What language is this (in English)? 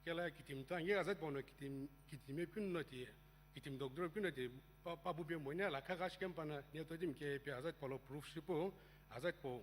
Sumi Naga